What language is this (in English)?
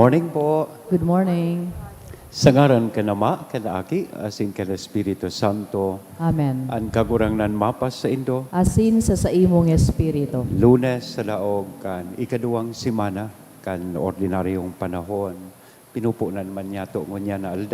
Bikol